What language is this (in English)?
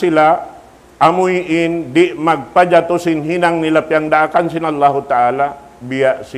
Tausug